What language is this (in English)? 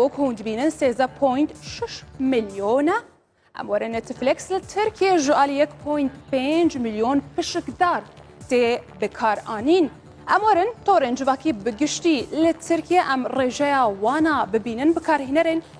Kurdish